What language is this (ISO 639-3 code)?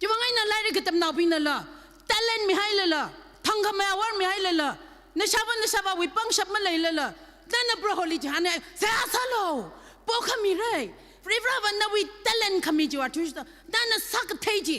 nmf